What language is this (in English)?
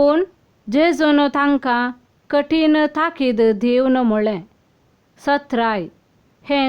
Konkani